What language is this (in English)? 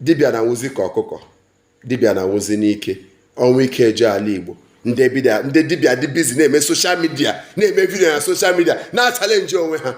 Igbo